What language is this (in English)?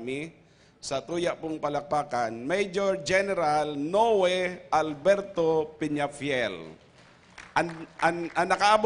Bikol